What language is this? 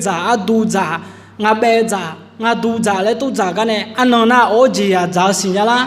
Akha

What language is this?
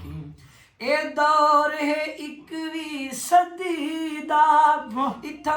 Saraiki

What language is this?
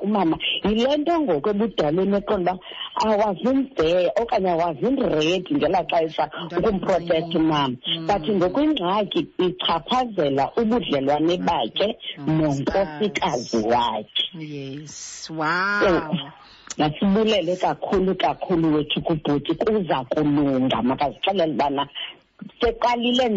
Xhosa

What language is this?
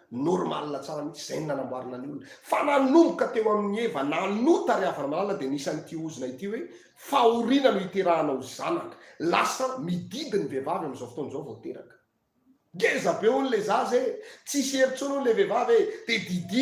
Malagasy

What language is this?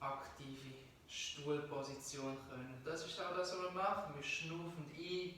Swiss German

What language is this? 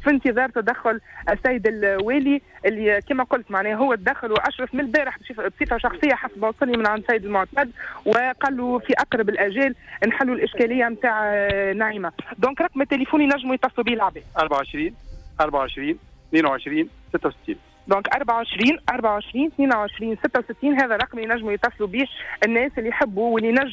Tunisian Arabic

